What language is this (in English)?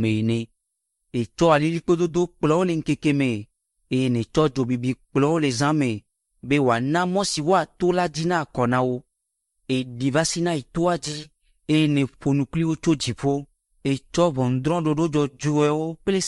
Ewe